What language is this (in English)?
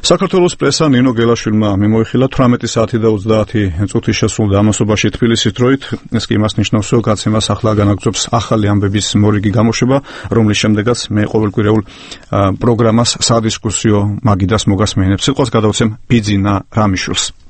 Georgian